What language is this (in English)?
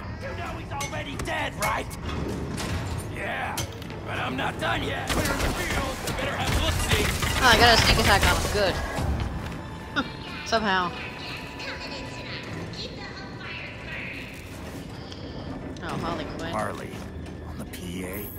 English